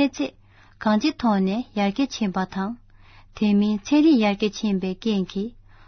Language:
Tibetan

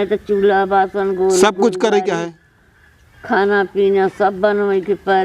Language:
Awadhi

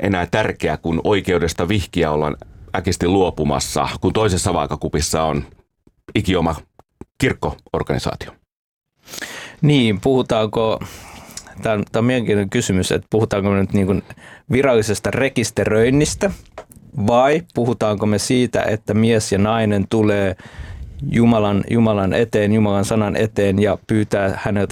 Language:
Finnish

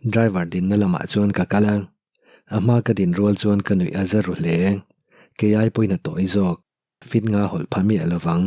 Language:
Mizo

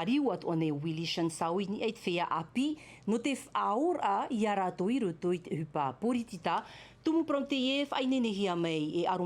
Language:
Tahitian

